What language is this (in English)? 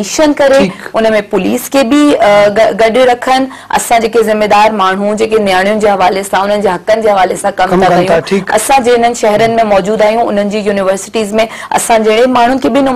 Sindhi